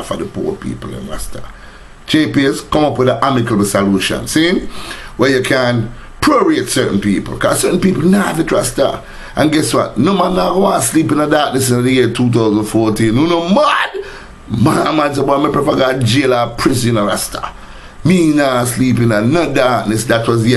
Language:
Jamaican Creole English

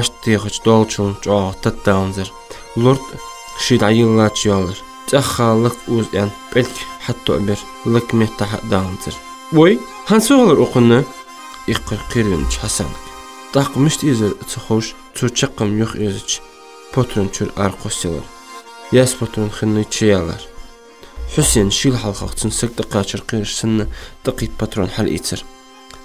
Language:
Ingush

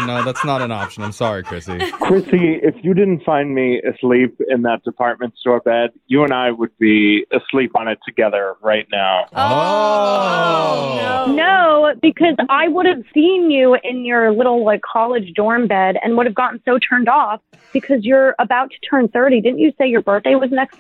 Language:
English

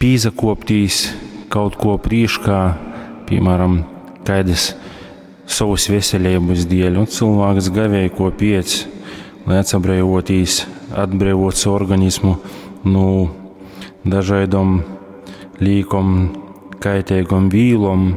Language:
Latgalian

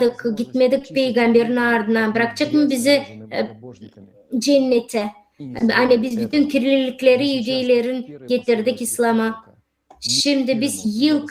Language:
Gagauz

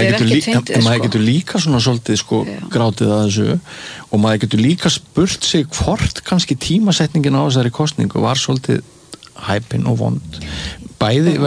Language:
Icelandic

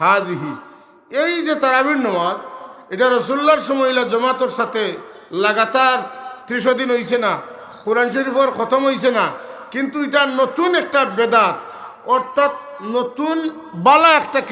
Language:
Sylheti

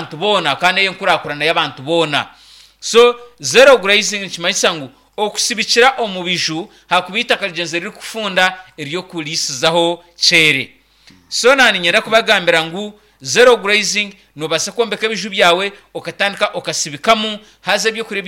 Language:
Nyankole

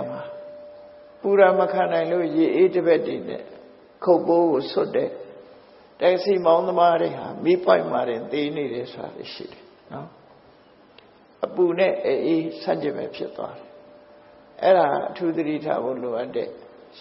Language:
Burmese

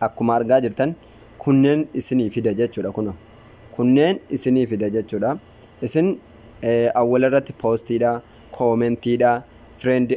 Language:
Oromo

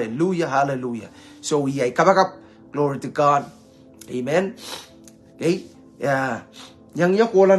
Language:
Pohnpeian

